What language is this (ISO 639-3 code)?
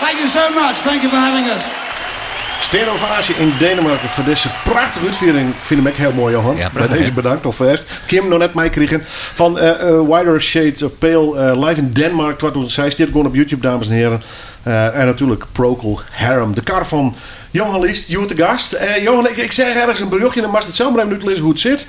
fry